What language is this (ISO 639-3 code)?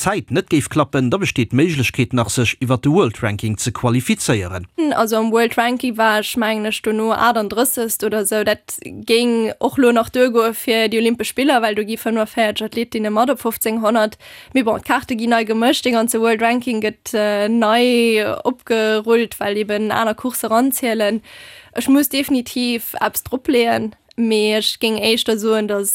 ltz